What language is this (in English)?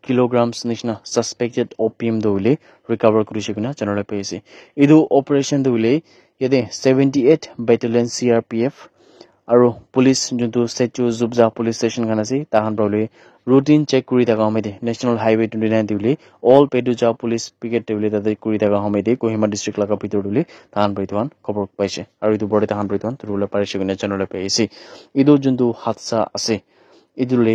Naga Pidgin